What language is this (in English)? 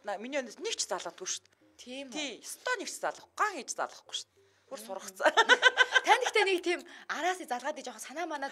Mongolian